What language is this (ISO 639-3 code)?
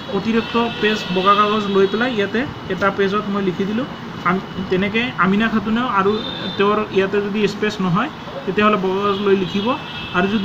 asm